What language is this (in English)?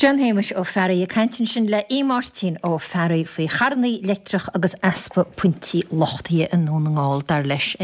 Irish